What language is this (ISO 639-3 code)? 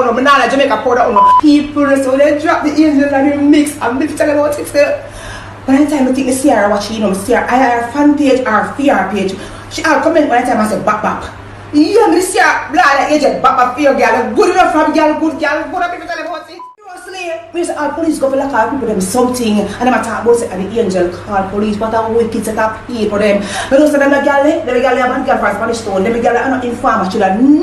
jam